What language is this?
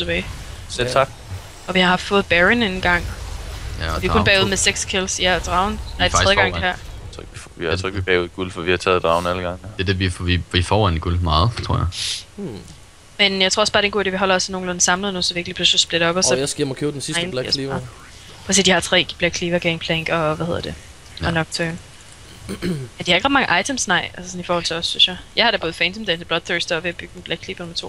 Danish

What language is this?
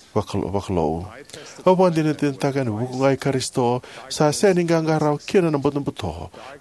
Fijian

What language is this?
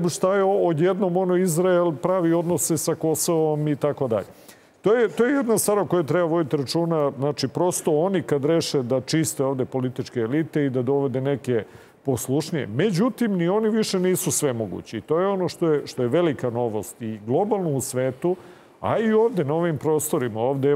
Serbian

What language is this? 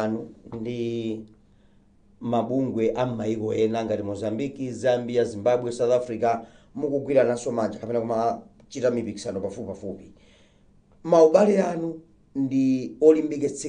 Nyanja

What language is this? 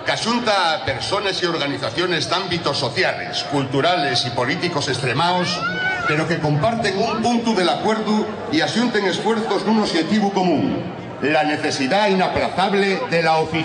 Asturian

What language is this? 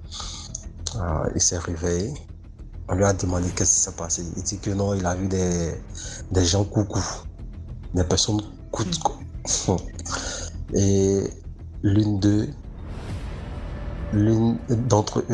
French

